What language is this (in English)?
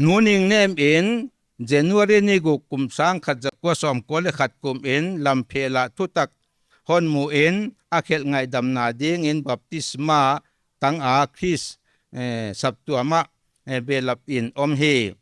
Paite Chin